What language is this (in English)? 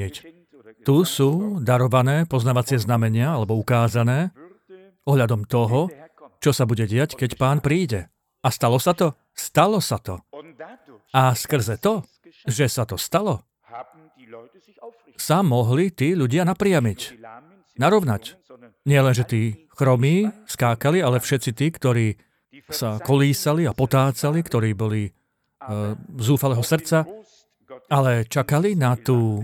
Slovak